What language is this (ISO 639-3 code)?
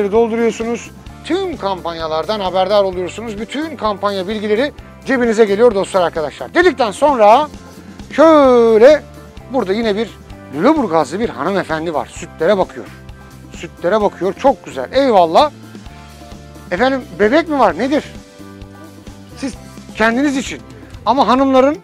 tur